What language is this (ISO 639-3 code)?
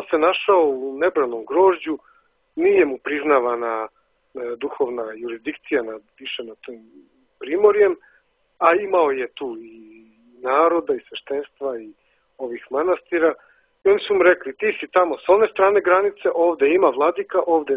srp